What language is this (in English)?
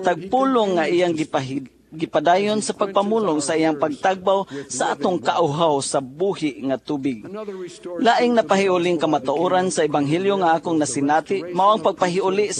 Cebuano